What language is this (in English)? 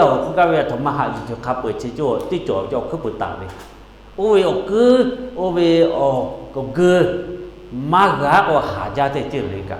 Lahu